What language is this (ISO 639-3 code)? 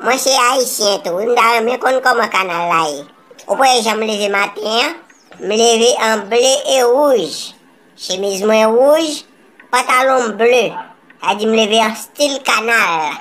hat